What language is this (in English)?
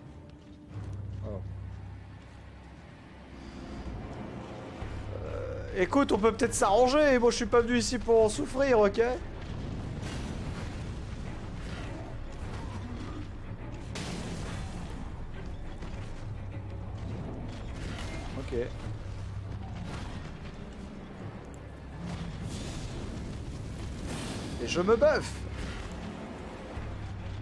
French